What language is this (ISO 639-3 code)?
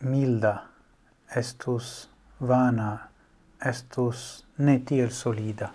epo